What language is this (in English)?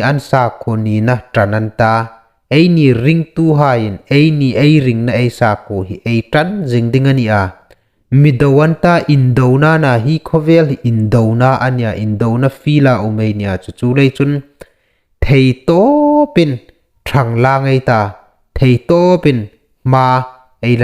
Hmar